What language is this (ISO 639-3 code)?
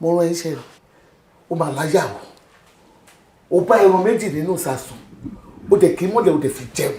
yor